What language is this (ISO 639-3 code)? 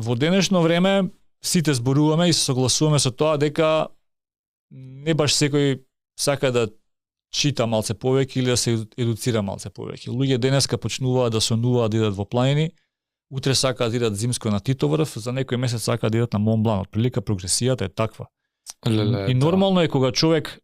mkd